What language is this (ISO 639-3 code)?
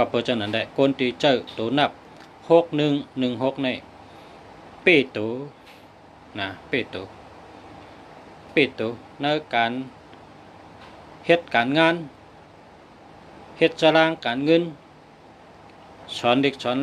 shn